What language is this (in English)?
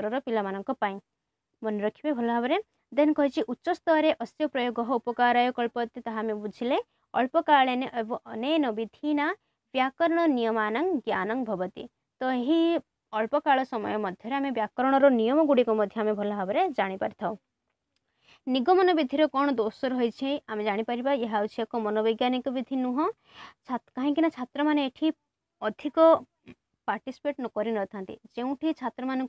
Odia